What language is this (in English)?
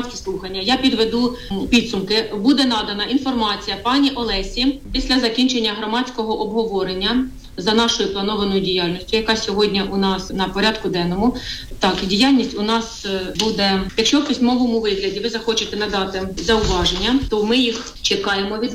Ukrainian